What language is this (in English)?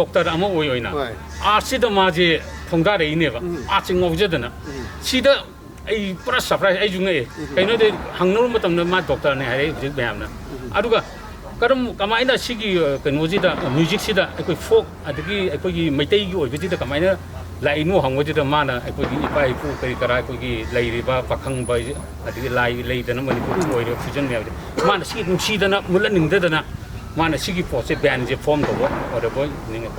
Manipuri